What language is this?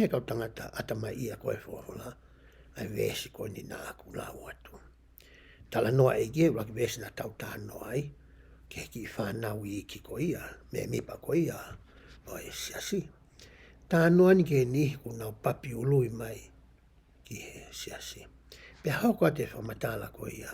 Tongan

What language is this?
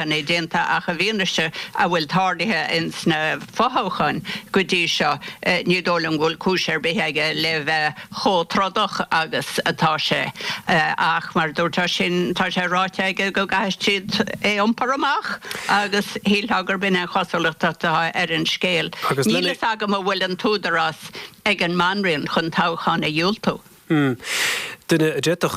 Irish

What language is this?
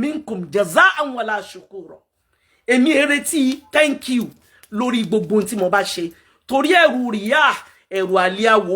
Yoruba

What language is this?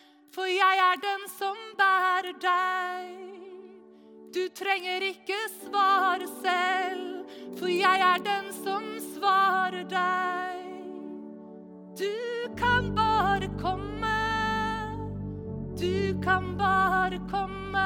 Norwegian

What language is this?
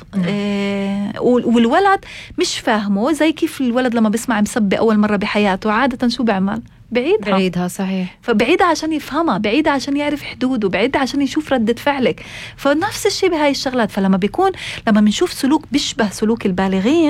North Levantine Arabic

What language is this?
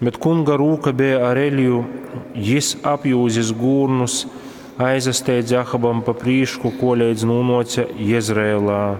Latgalian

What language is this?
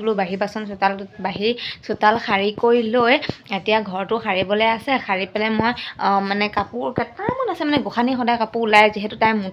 Assamese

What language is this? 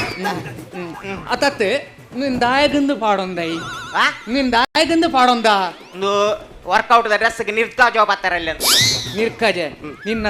Tulu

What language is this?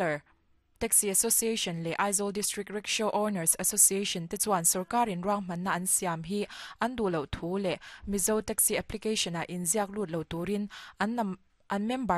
Mizo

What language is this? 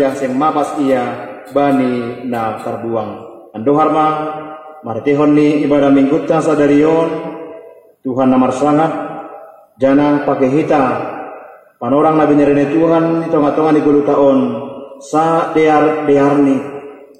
Batak Simalungun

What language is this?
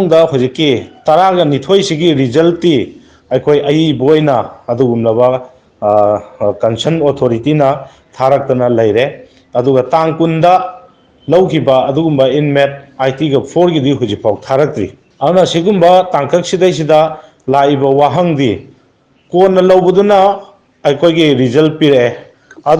Manipuri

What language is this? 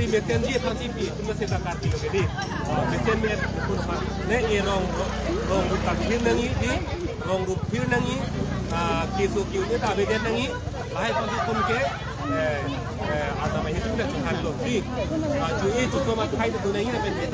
Karbi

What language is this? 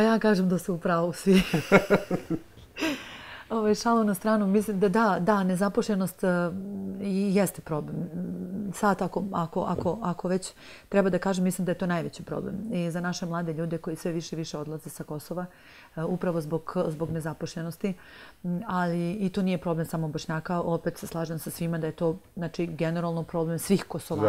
Serbian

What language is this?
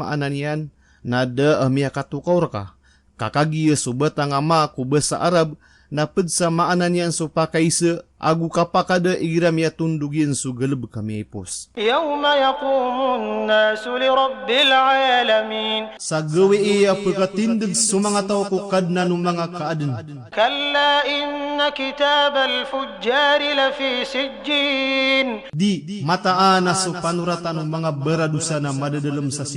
Maranao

